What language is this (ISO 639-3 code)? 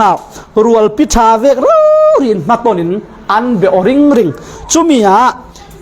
cfm